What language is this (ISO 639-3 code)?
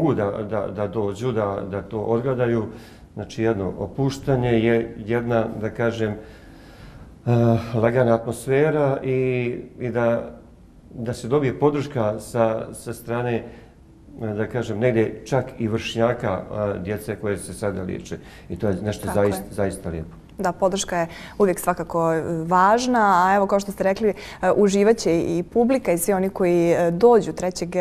bos